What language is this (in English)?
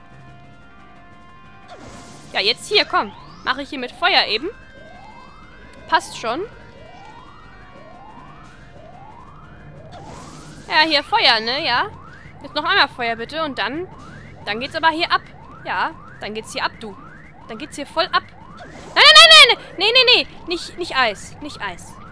German